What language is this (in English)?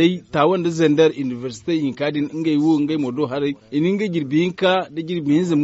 Zarma